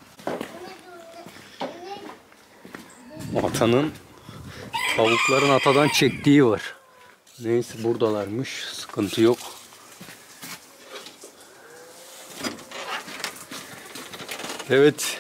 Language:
Turkish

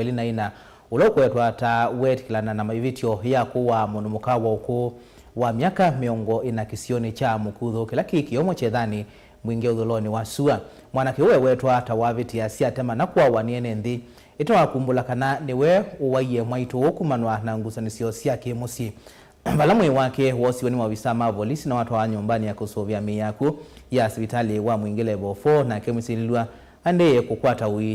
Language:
Kamba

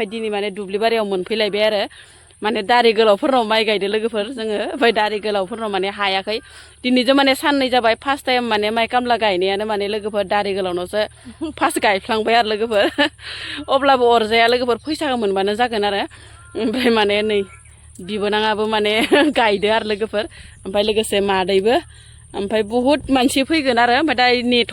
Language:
Bodo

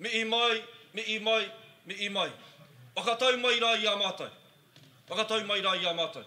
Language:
Māori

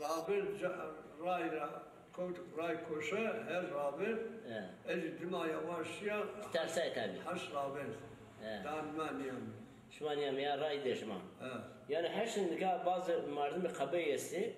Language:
Zaza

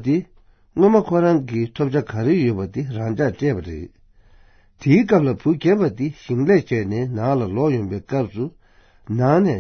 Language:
Tibetan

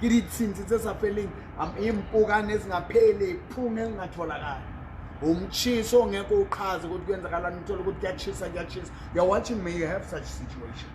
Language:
Southern Sotho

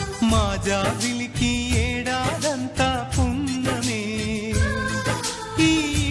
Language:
Telugu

